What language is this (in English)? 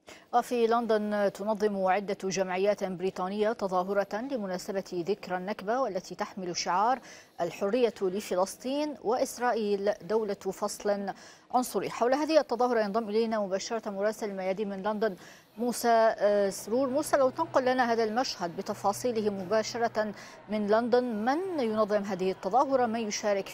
Arabic